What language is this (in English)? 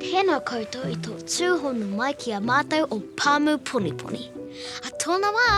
Māori